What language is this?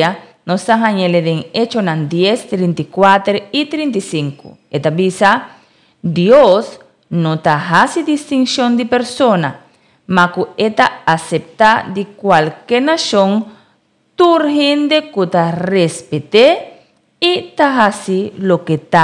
Papiamento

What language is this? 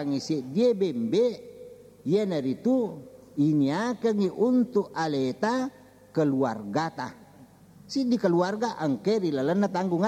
Buginese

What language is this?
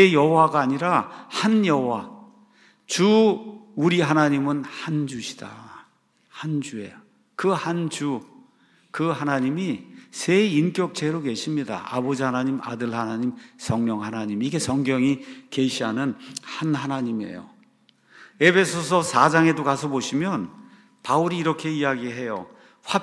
Korean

